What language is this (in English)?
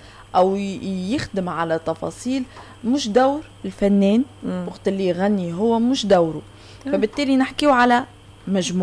Tunisian Arabic